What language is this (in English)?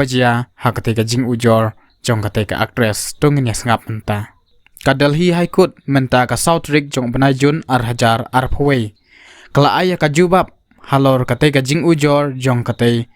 Khasi